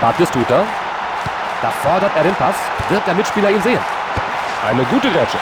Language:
Bavarian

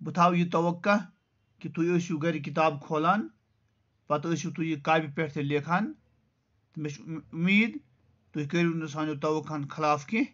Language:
Kashmiri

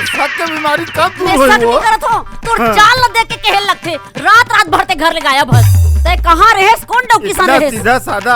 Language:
Chhattisgarhi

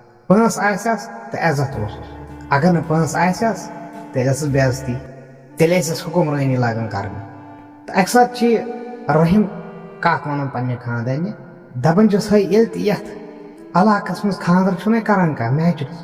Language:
Kashmiri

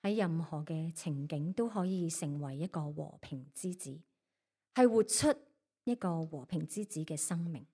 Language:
Cantonese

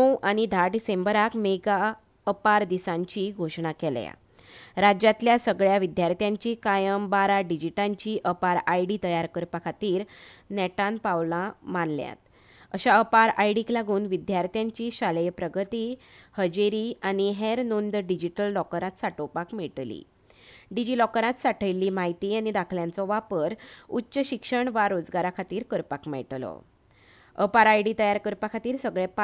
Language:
Konkani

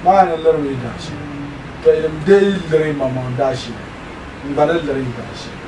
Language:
Dagbani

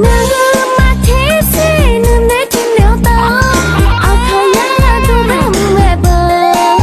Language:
Akha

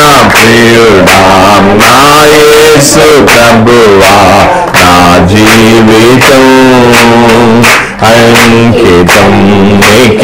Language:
Telugu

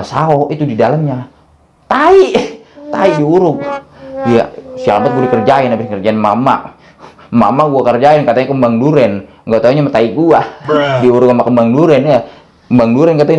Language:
Betawi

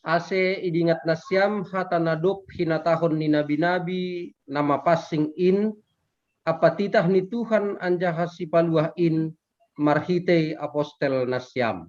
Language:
Batak Simalungun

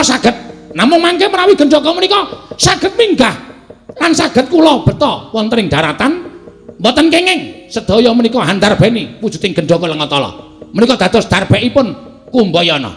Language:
Javanese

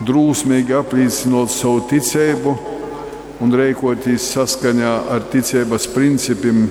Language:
Latgalian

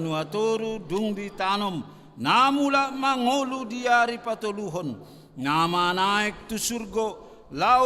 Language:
Batak Toba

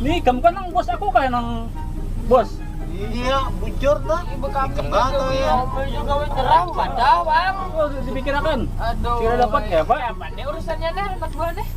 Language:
Banjar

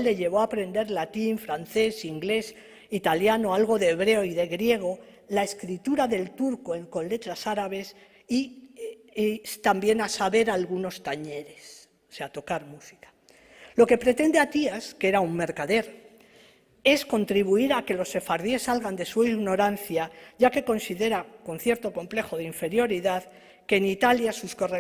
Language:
Ladino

